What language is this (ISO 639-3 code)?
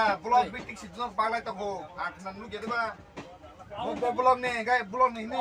ria